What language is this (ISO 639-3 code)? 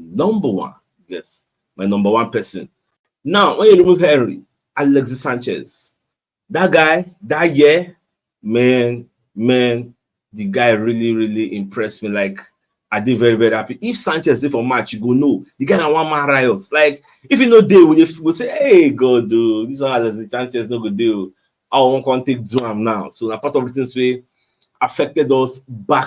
pcm